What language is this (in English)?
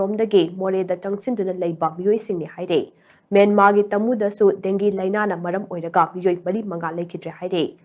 Manipuri